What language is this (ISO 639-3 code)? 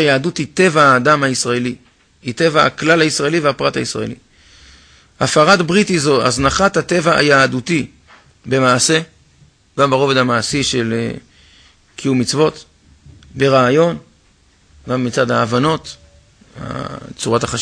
heb